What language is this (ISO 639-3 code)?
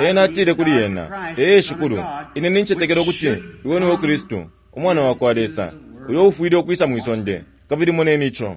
bem